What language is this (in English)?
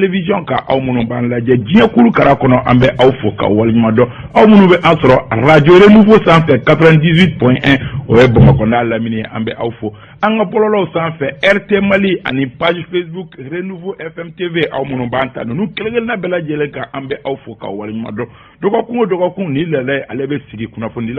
Bambara